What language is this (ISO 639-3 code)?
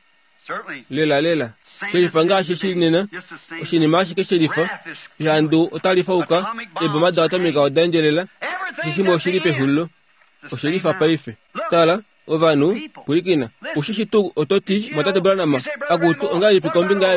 kua